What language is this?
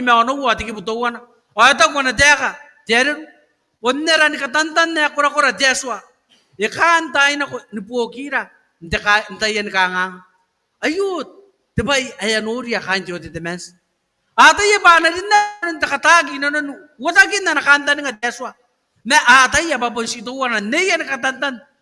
Gilbertese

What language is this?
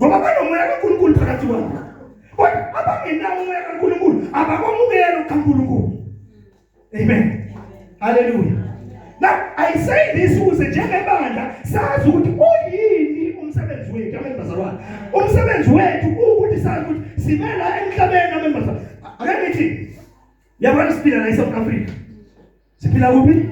Zulu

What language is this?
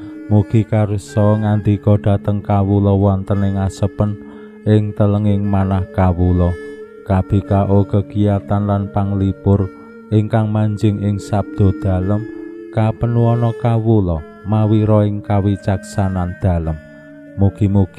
Javanese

